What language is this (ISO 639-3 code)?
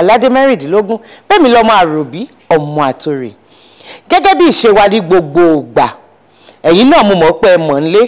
yor